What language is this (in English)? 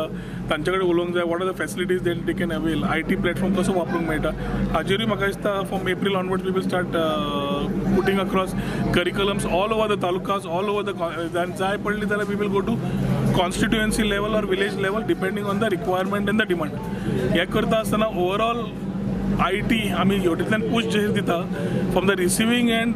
Konkani